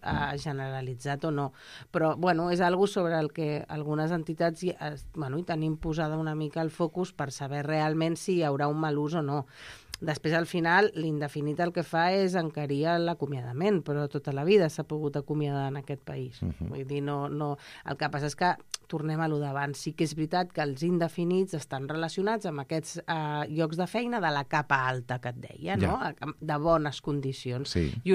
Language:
Catalan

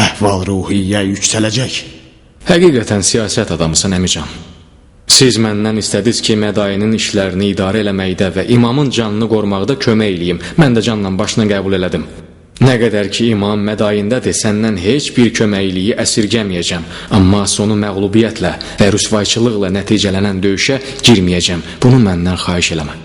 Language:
Azerbaijani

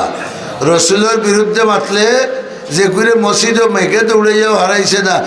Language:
Sylheti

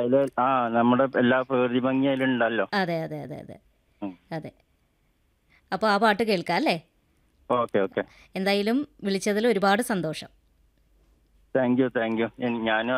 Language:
Malayalam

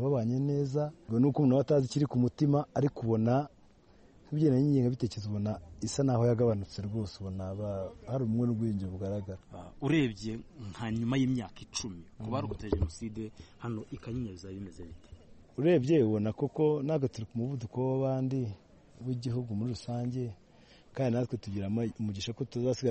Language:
Kinyarwanda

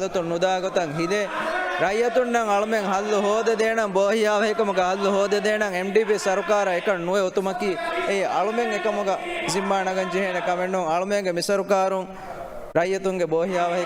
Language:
Divehi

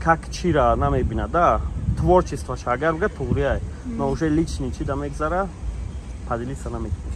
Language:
Tajik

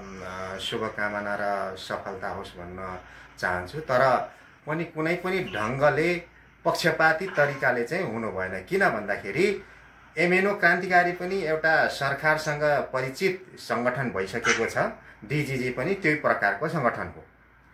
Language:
Nepali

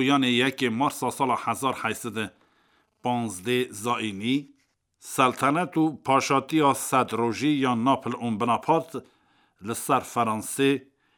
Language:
Kurdish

